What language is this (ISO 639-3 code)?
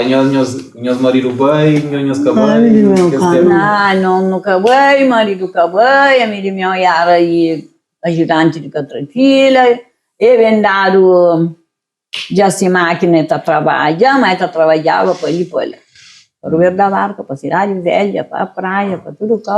kea